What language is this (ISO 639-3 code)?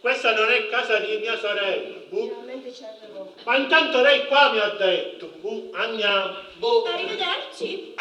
scn